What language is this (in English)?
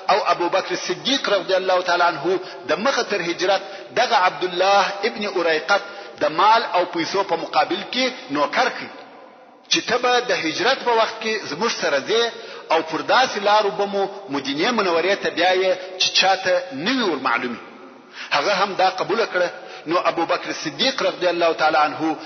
Pashto